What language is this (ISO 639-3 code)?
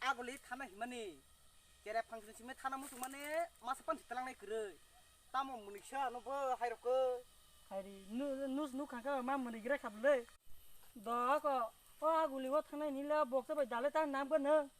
trp